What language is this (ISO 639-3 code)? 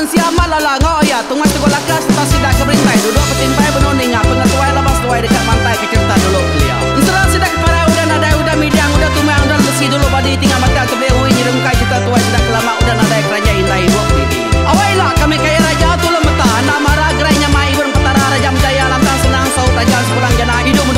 iba